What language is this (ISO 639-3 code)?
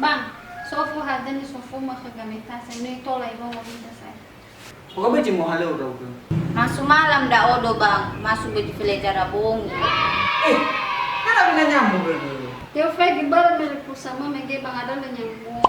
nia